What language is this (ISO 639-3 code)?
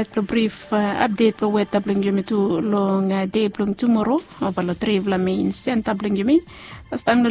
bis